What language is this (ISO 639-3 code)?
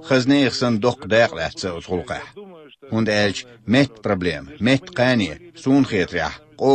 che